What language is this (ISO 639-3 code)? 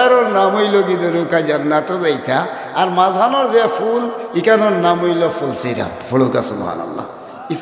syl